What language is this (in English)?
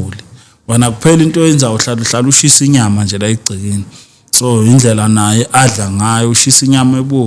Zulu